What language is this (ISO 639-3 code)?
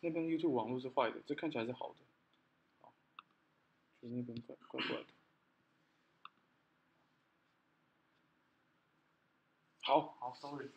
zho